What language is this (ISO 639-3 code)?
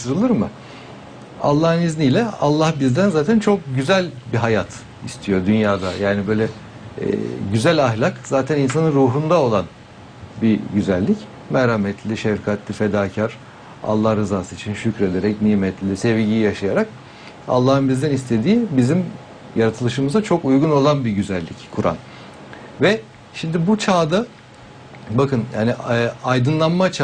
tur